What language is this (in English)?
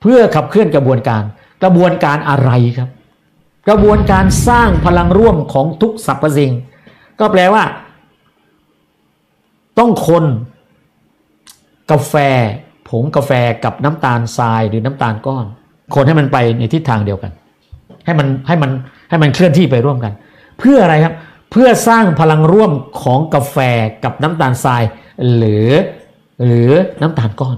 Thai